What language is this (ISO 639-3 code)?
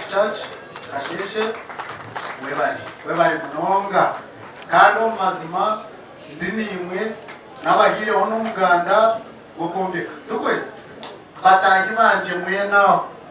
nyn